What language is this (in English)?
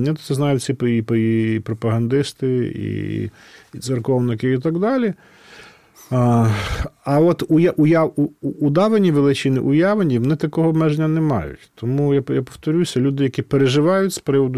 Ukrainian